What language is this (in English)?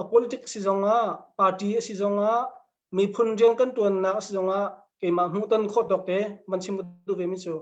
Hakha Chin